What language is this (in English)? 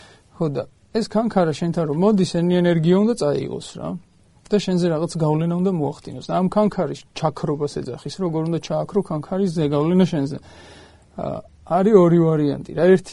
Georgian